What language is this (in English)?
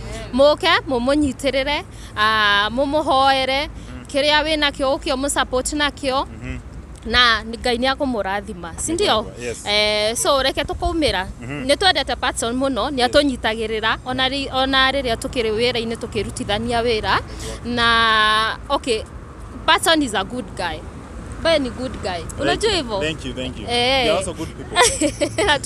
Kikuyu